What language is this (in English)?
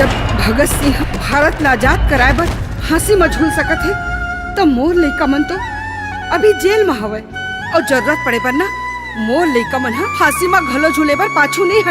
Chhattisgarhi